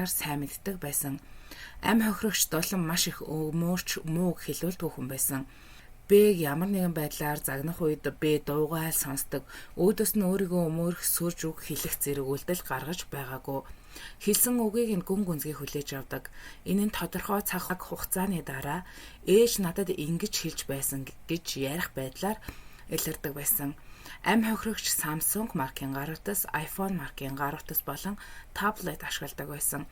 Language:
Mongolian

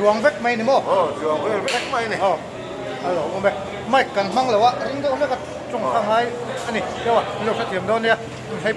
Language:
Mizo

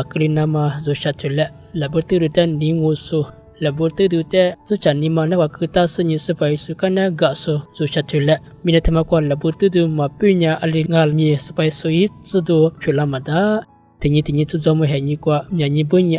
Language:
Lisu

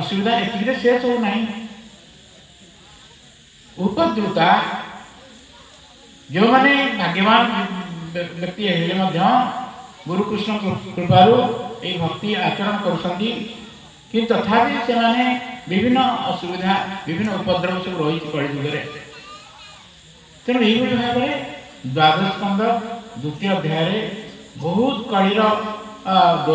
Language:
Odia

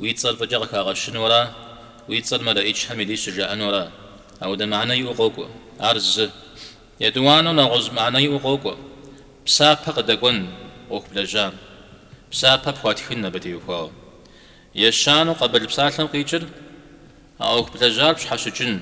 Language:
Kabardian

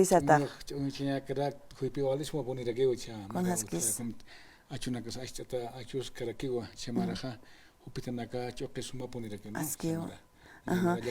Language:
Aymara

